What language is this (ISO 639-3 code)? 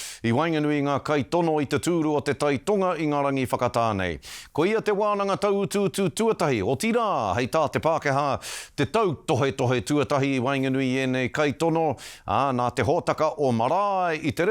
mri